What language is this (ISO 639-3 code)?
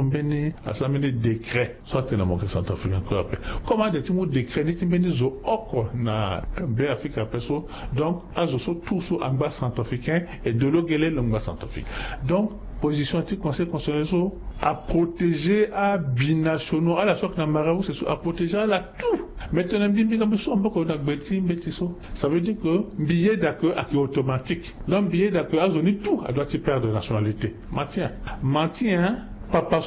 sag